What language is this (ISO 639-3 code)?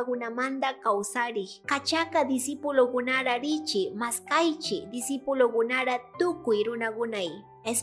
qug